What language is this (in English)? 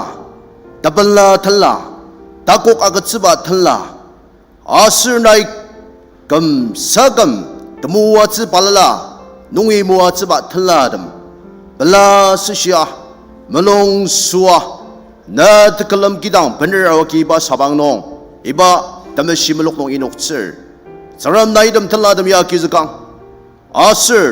Ao Naga